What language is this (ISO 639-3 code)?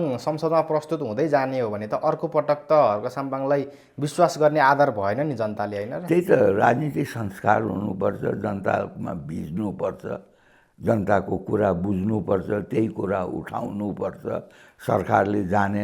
nep